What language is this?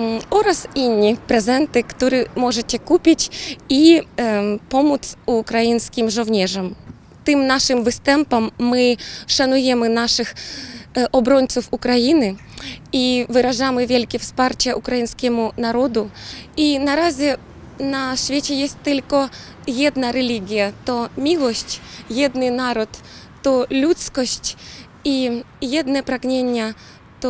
Polish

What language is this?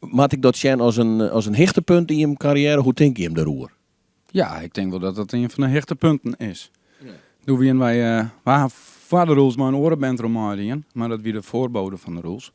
Western Frisian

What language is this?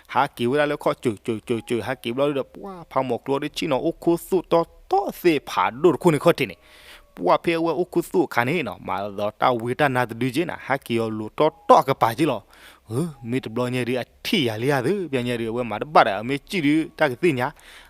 S'gaw Karen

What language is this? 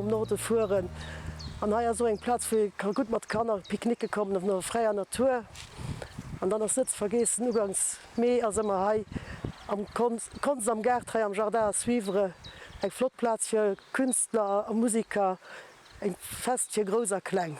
Luxembourgish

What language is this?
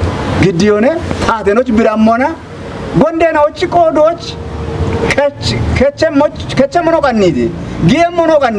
Kafa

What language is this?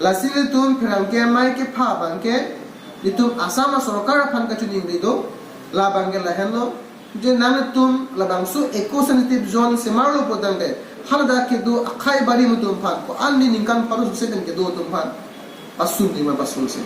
Karbi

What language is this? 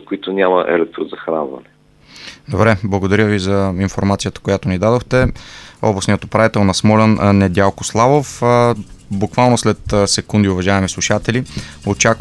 Bulgarian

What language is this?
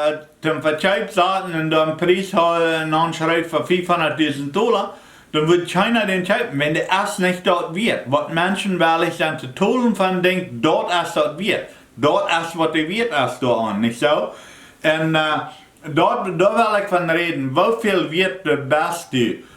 Plautdietsch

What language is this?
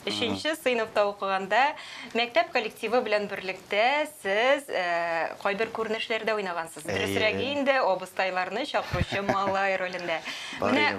Tatar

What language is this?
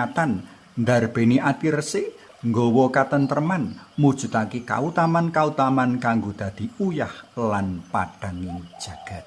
Javanese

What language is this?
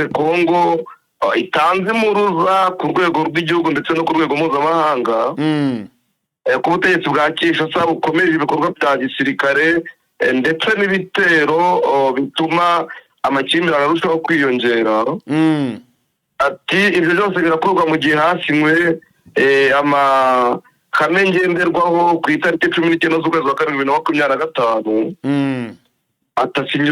Kinyarwanda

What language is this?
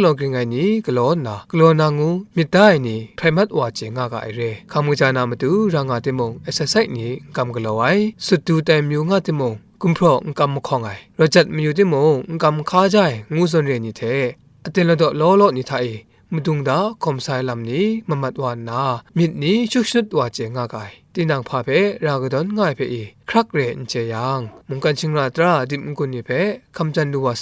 Kachin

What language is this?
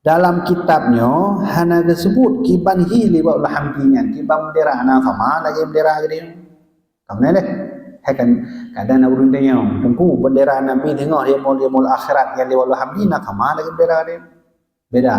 Achinese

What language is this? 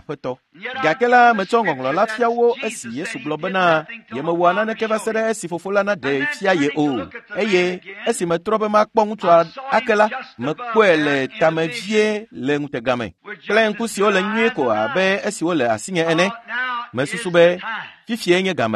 Ewe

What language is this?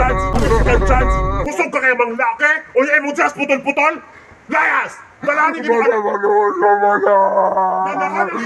Cebuano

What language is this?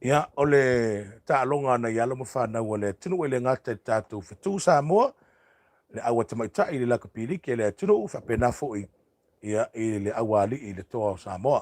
Samoan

